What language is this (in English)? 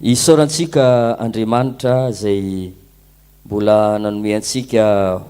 Malagasy